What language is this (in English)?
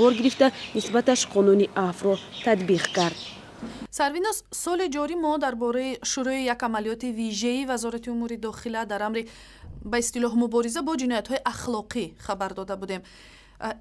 Tajik